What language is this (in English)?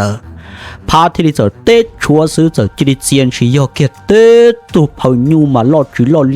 Hmong